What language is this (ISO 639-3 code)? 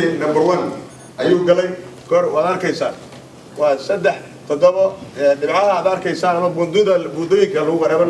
som